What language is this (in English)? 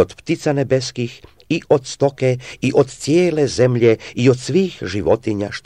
Croatian